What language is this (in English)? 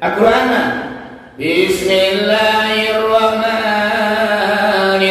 Minangkabau